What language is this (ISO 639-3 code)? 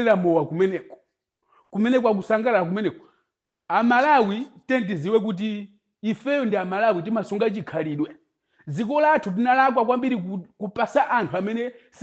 nya